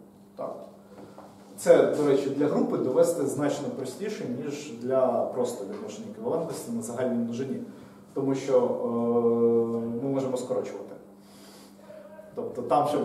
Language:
Ukrainian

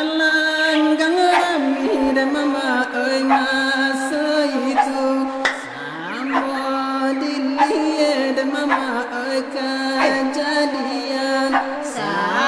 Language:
Minangkabau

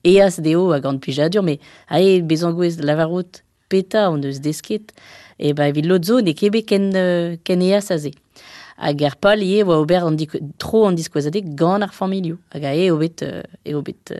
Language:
Breton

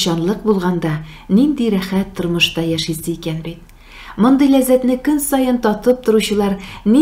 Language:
Tatar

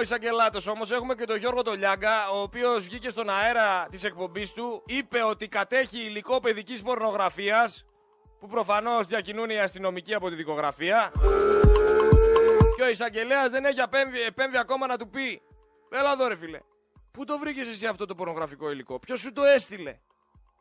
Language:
Greek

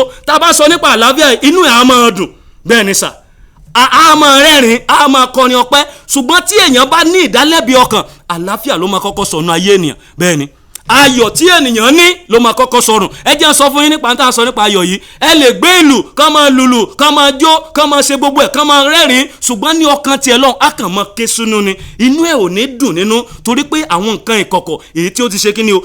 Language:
Yoruba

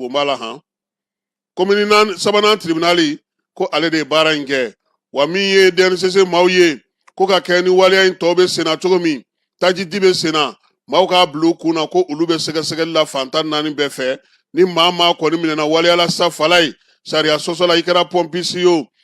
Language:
Bambara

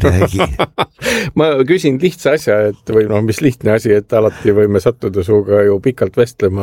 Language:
Estonian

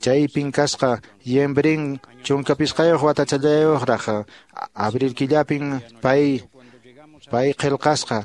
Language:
Quechua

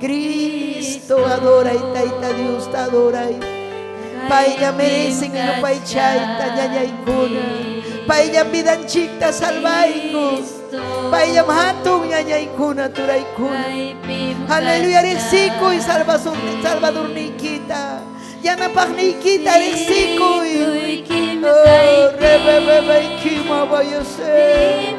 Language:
Ayacucho Quechua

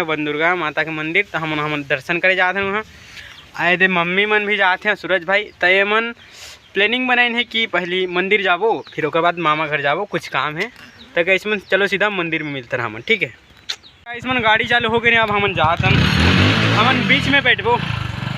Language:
Chhattisgarhi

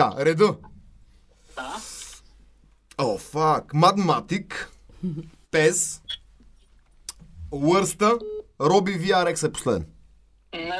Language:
Bulgarian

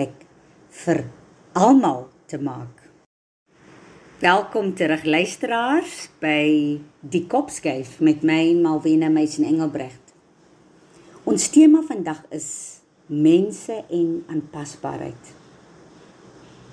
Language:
Afrikaans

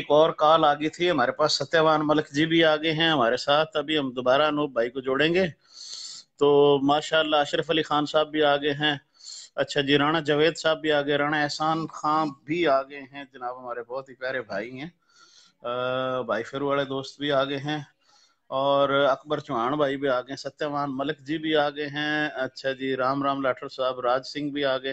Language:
Haryanvi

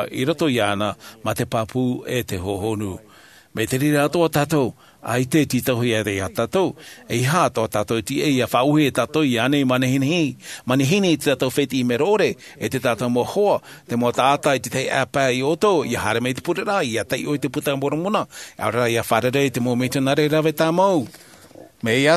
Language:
Tahitian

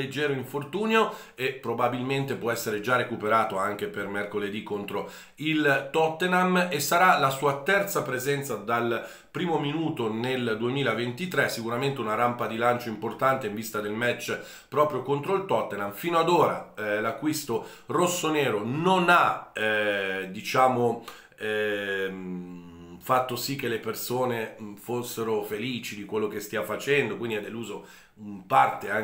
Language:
Italian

